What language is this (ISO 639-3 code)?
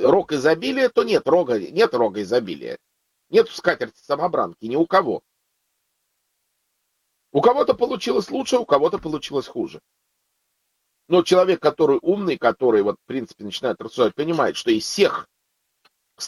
rus